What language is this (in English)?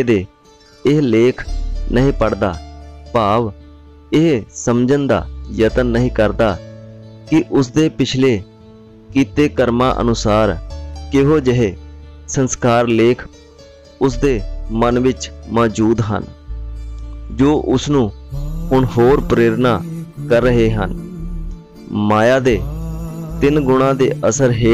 Punjabi